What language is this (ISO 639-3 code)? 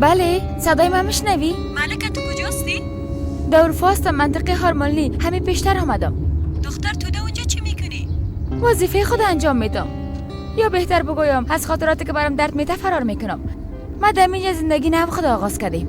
fas